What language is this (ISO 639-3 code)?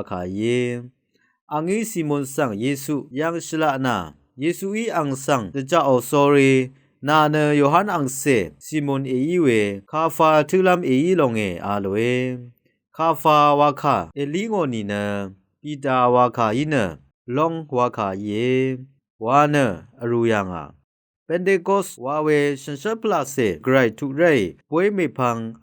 raw